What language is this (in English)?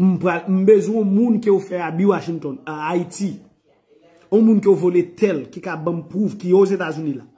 Haitian Creole